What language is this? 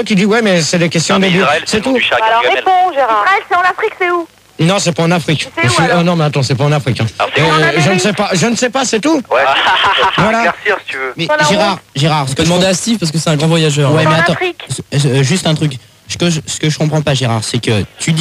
French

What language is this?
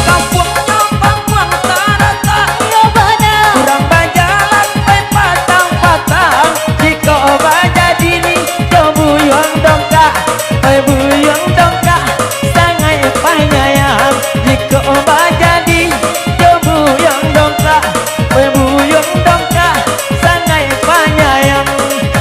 Minangkabau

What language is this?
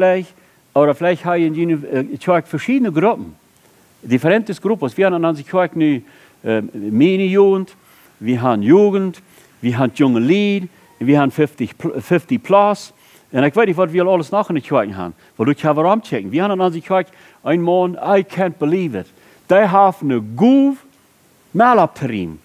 Plautdietsch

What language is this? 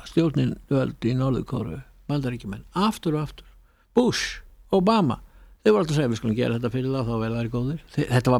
Icelandic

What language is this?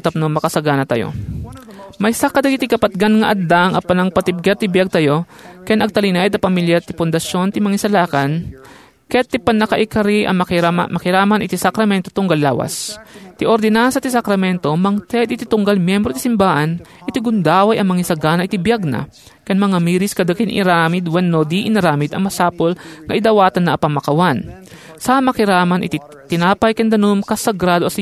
Iloko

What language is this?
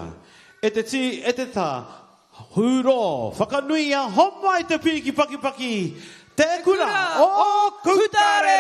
Māori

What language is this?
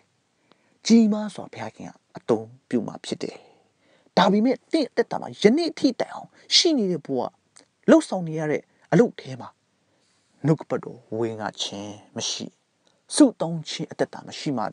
Burmese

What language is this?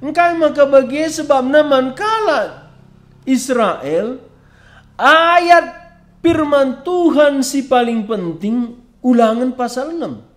Batak Karo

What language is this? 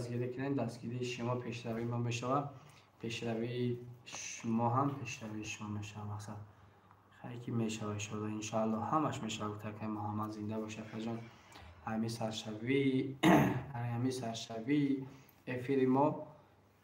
Tajik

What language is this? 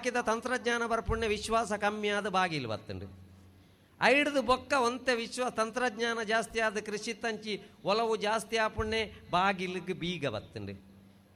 Tulu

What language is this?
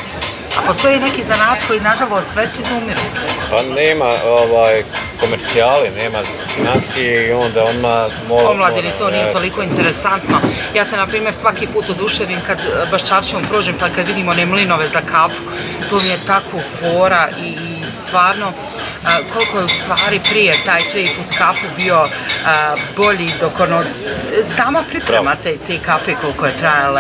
Bosnian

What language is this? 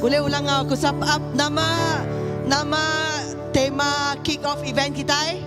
Iban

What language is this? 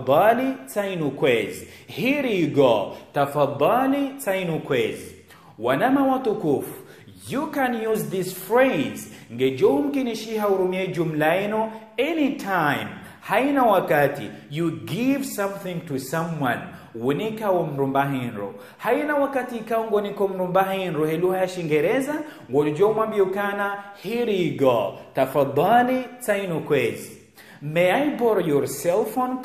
Ngazidja Comorian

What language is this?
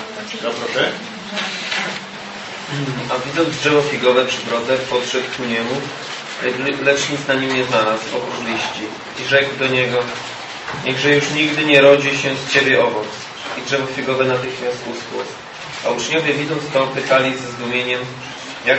Polish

